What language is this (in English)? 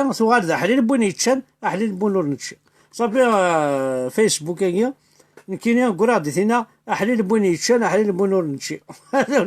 Kabyle